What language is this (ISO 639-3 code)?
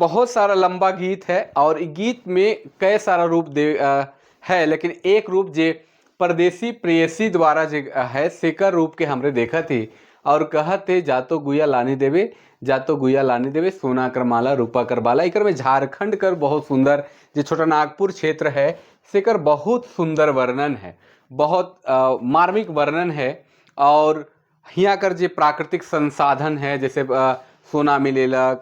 sck